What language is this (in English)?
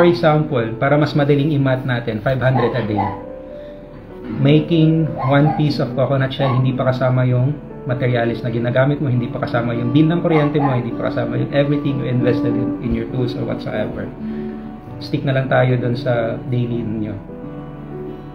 Filipino